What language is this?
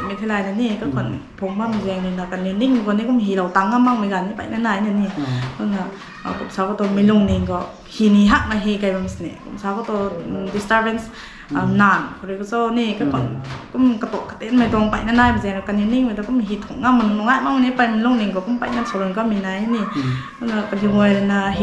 Rongmei Naga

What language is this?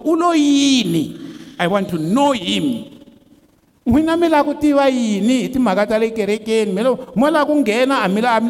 Tsonga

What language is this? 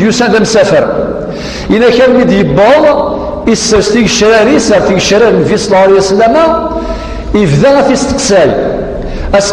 Kabyle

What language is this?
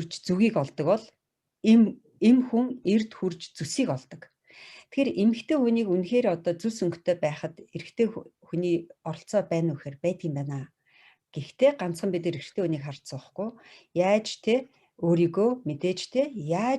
Mongolian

